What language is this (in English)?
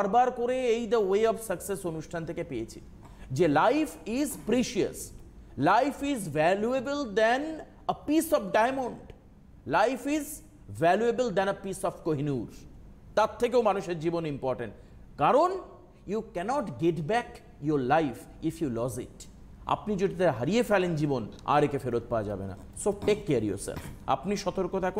Bangla